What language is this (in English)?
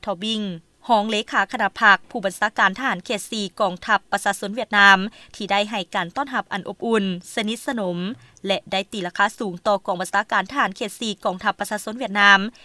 Lao